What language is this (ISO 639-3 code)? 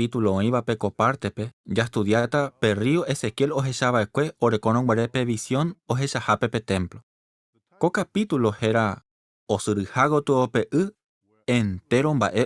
grn